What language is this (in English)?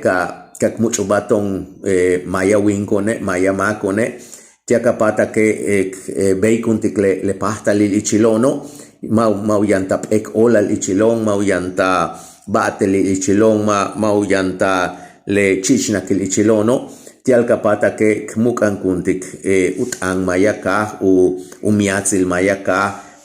Yucateco